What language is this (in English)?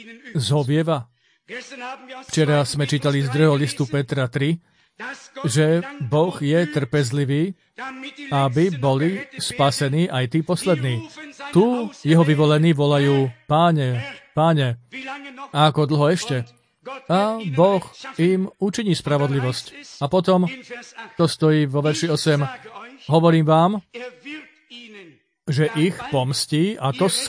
Slovak